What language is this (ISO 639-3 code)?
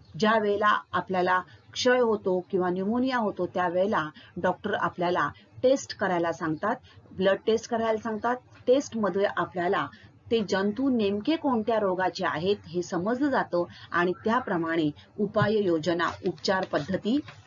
mar